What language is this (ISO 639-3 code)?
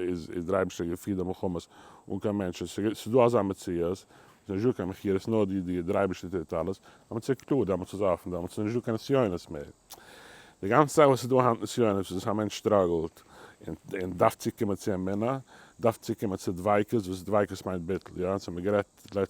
yid